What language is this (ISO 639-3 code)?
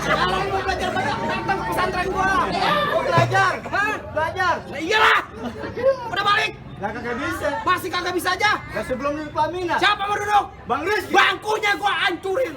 bew